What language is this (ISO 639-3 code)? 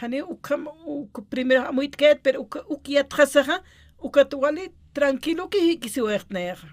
aym